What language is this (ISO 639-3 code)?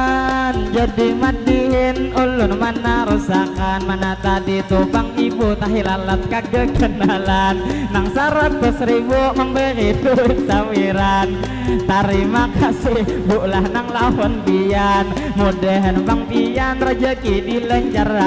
bjn